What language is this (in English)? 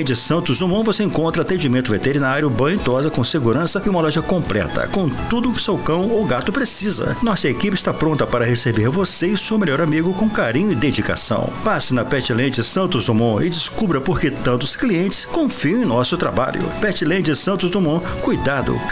Portuguese